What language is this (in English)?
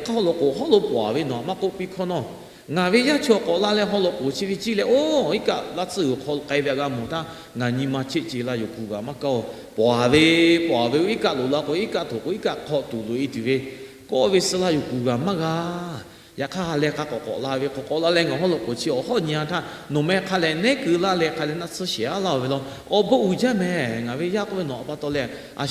Lahu